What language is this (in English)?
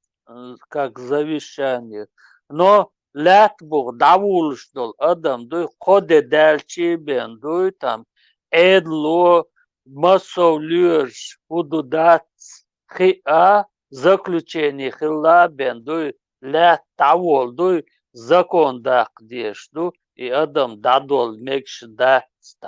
Chechen